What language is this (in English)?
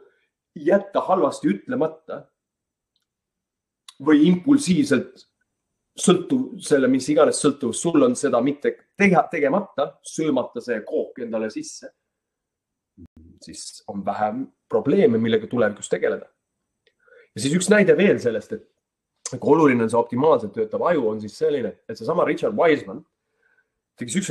Estonian